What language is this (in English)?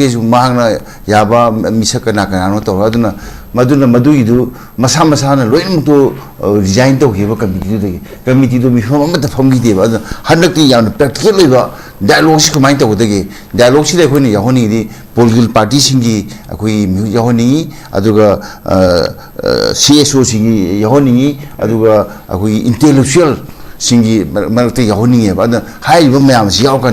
Manipuri